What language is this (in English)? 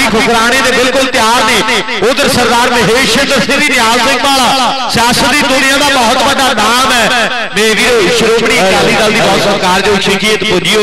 Punjabi